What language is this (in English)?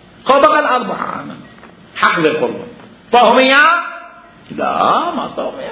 Mesopotamian Arabic